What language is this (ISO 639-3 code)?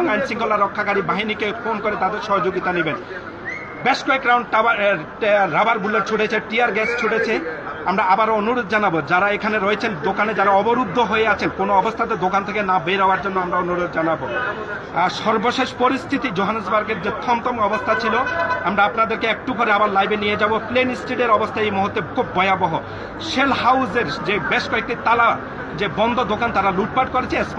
ben